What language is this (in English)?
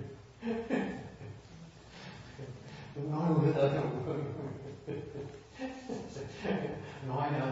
Vietnamese